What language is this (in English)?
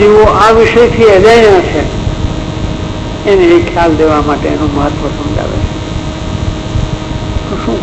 Gujarati